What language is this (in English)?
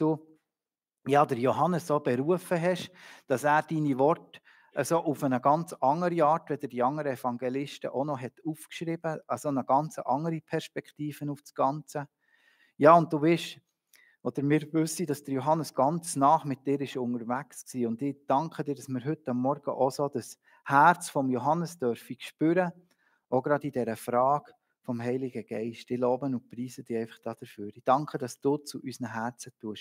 Swiss German